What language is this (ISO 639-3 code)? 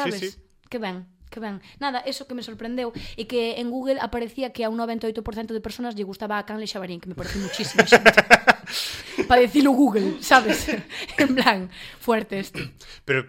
glg